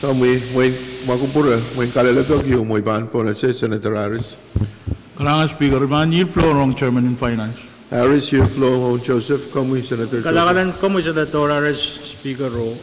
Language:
Pohnpeian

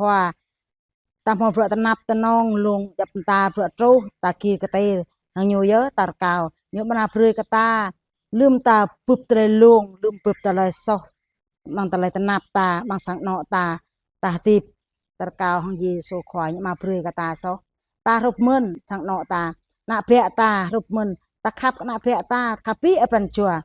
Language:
Jarai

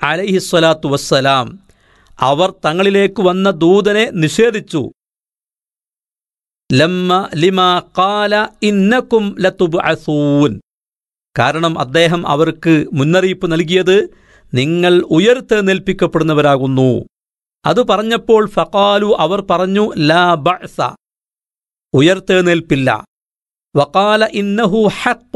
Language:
Malayalam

